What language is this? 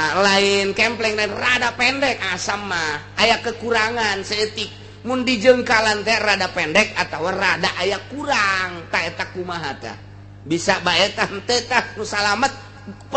Sundanese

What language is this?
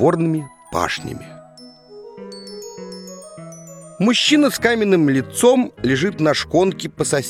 Russian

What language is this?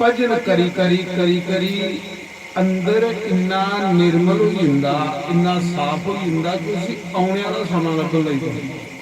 Dogri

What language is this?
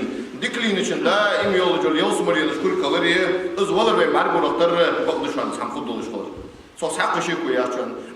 Ingush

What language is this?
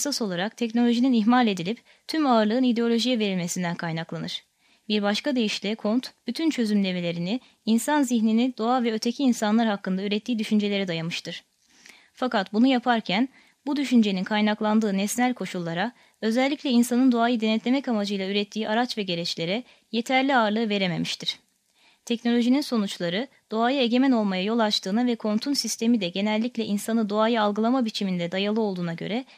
Turkish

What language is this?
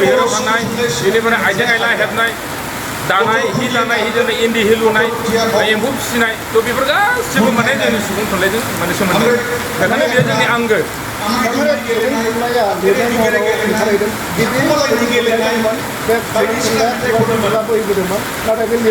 Bodo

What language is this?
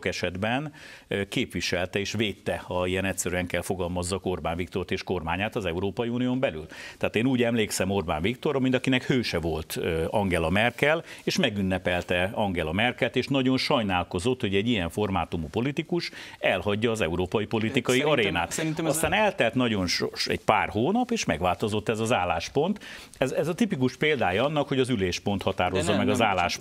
Hungarian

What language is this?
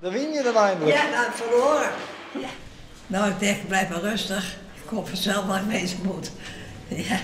Western Frisian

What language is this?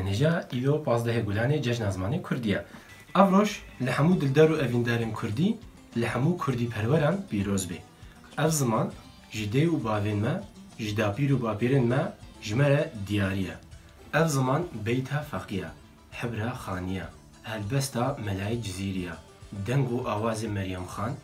Kurdish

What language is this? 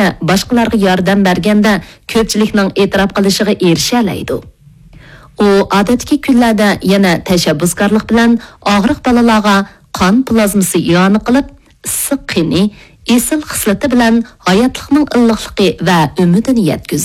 Uyghur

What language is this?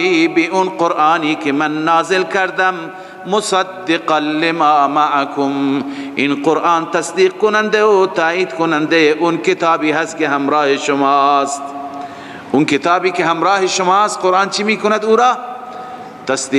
Persian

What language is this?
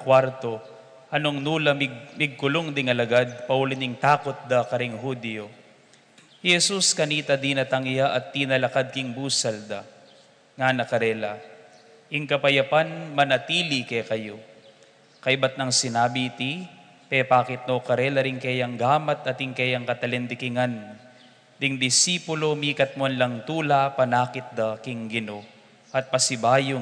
Pampanga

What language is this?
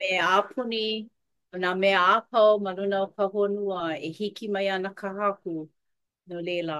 Hawaiian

